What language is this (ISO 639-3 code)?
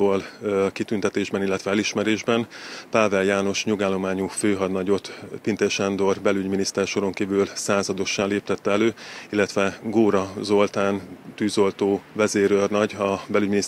hun